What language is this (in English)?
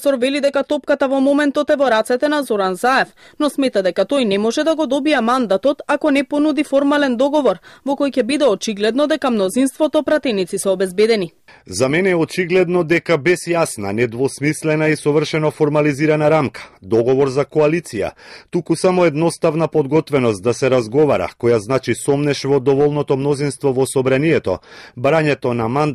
Macedonian